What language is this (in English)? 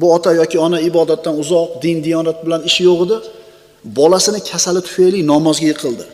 Uzbek